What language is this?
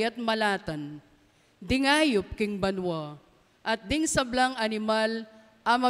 Pampanga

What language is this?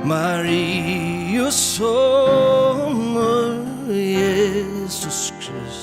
Faroese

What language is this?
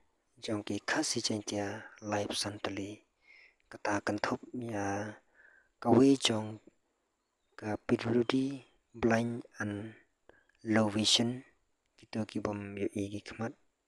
Khasi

